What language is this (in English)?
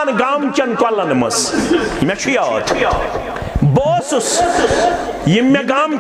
Kashmiri